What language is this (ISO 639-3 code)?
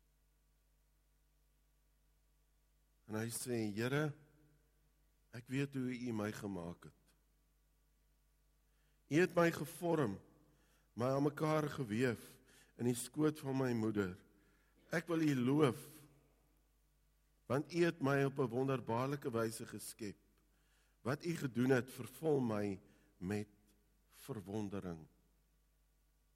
afr